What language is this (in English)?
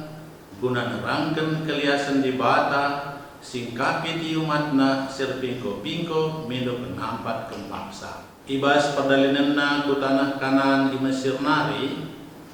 Batak Karo